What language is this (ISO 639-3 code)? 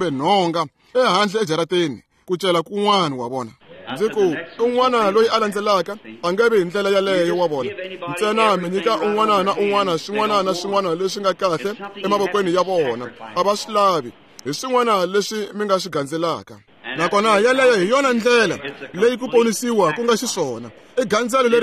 tso